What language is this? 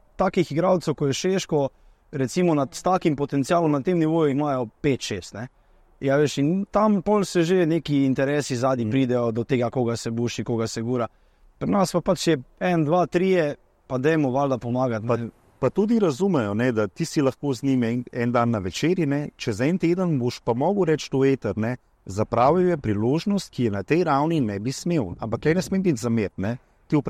Slovenian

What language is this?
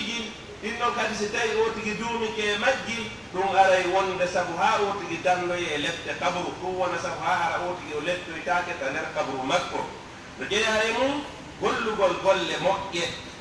Pular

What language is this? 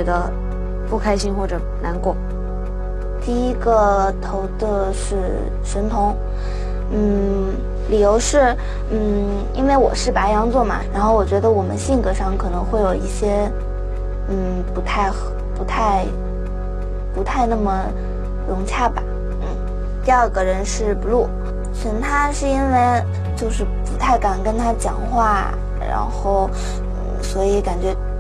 Chinese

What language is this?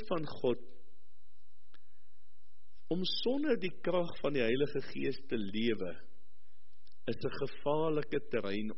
Afrikaans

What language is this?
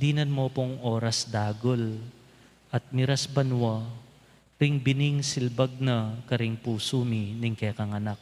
Pampanga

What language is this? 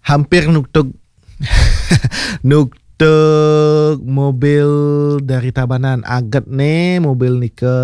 Balinese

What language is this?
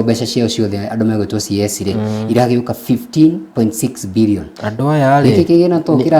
Kikuyu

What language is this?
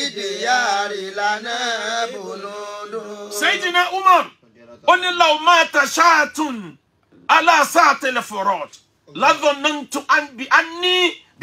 Yoruba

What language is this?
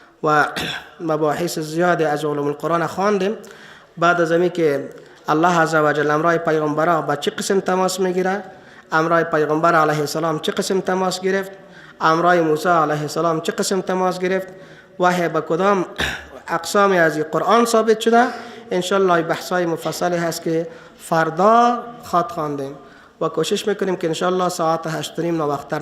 Persian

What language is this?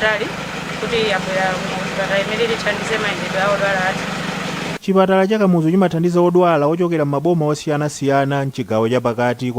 Nyanja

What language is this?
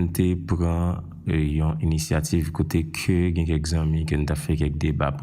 Haitian Creole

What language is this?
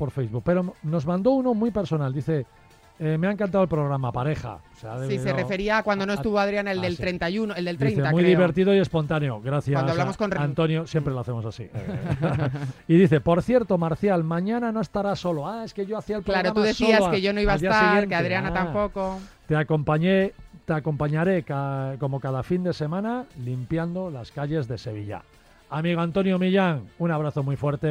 Spanish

